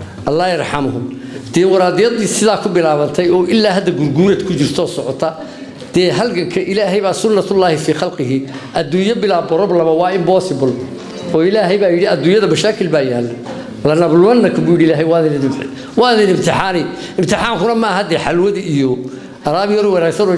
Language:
Somali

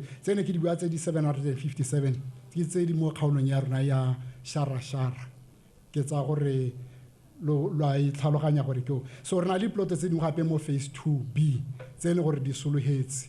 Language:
Tswana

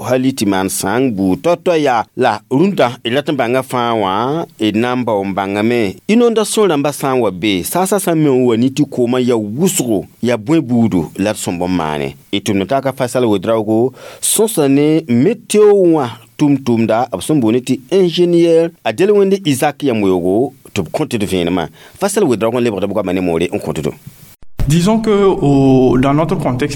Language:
Mossi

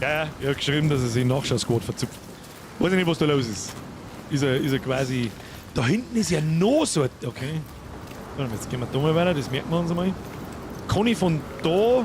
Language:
Bavarian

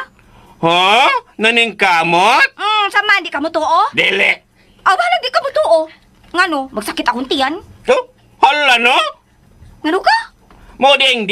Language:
Cebuano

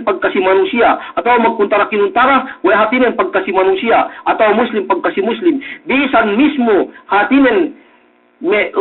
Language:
Yakan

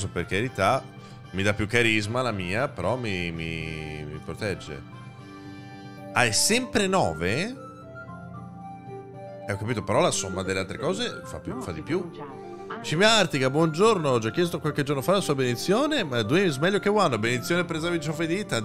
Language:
Italian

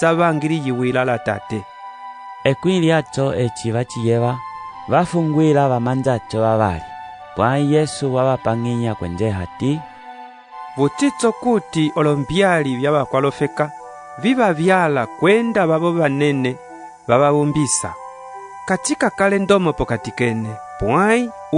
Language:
Umbundu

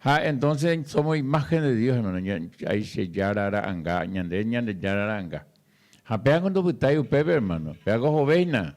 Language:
Guarani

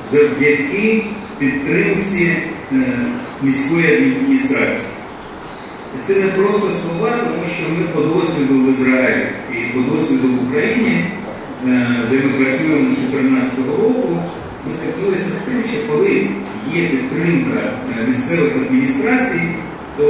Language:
Ukrainian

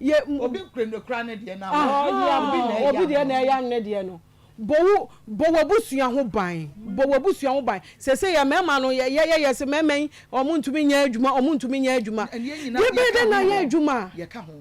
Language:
Akan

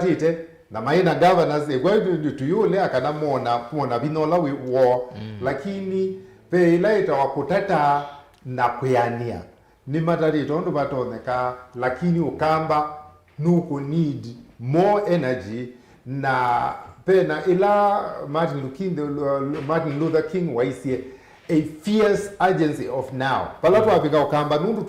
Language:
Kamba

